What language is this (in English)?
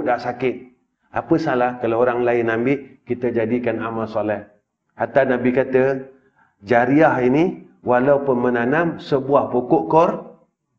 Malay